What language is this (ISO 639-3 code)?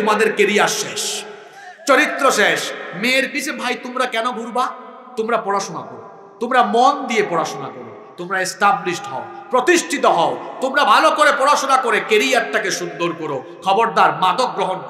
ben